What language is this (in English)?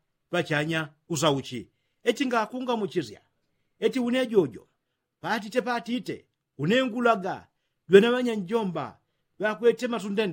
Yao